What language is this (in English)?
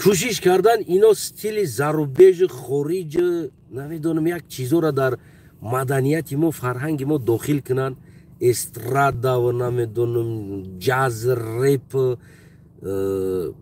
Tajik